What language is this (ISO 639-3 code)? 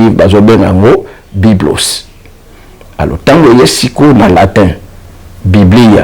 lin